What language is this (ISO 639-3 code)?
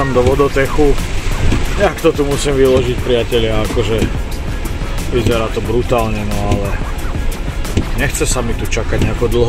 slk